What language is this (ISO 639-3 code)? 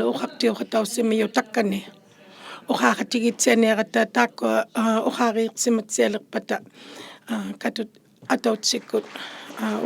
iku